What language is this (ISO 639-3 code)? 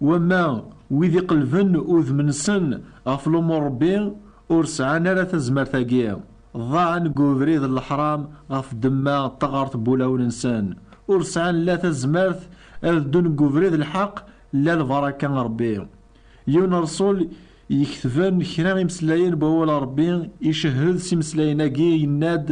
kab